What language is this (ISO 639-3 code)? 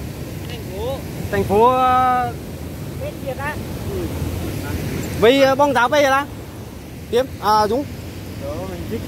vie